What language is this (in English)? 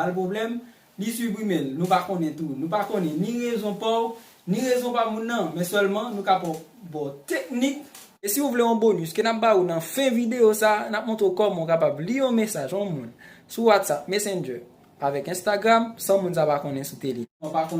Haitian Creole